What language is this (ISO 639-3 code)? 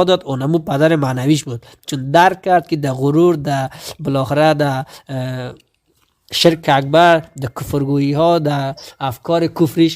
tgk